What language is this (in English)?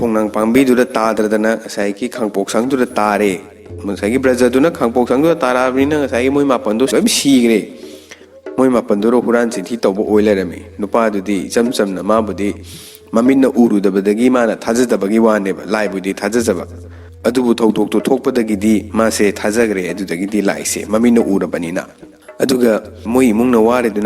Manipuri